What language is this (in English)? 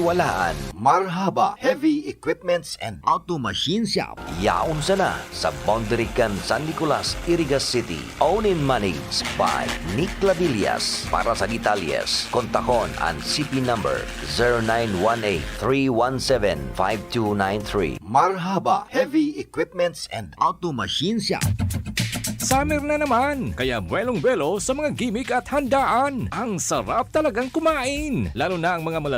Bikol